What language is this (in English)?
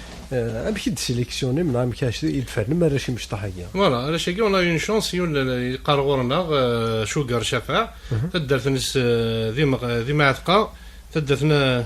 Kabyle